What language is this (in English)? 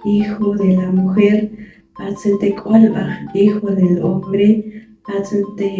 Mam